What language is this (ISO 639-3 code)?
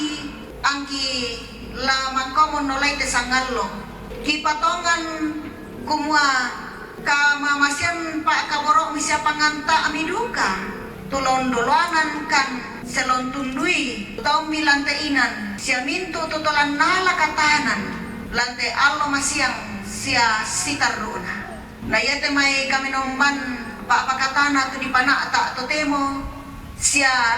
sda